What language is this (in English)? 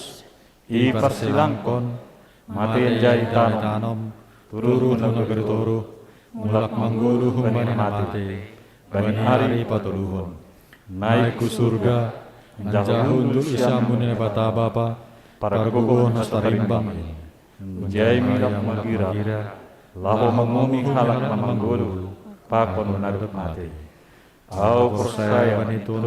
Batak Simalungun